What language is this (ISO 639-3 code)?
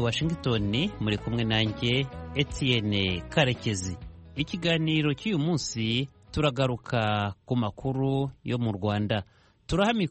kin